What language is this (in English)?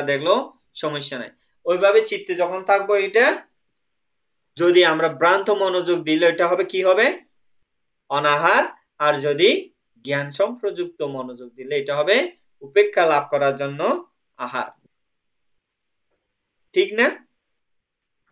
Bangla